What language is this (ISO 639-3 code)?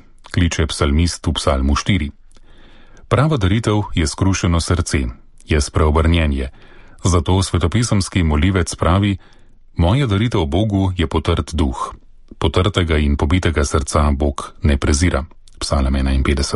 slv